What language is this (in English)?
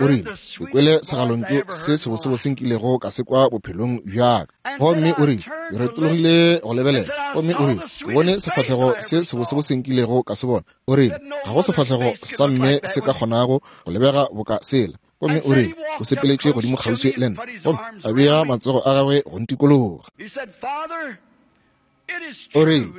Northern Sotho